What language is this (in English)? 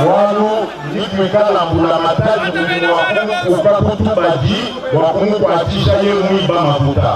Luba-Lulua